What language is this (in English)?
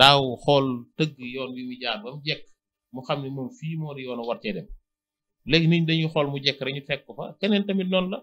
Wolof